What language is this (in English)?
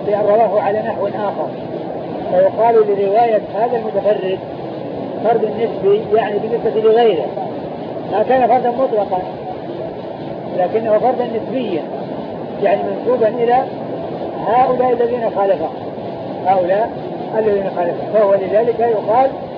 Arabic